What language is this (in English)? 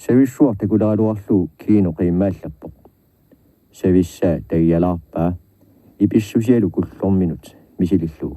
Kalaallisut